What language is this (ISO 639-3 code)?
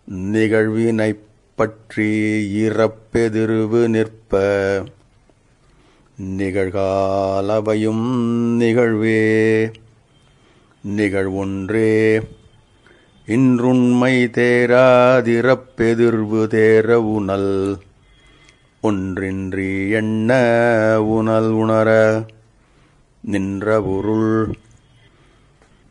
tam